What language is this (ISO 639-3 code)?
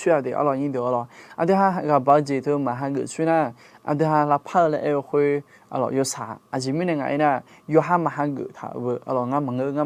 ahk